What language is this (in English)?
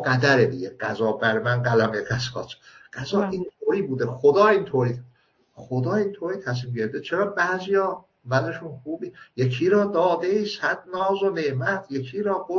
Persian